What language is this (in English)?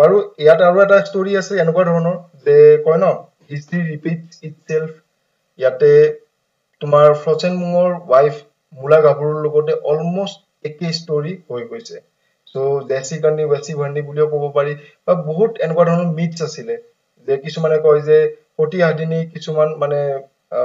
Assamese